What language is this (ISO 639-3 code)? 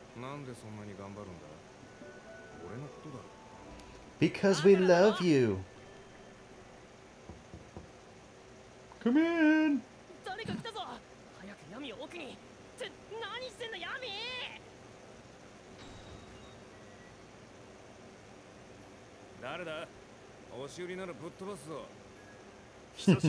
jpn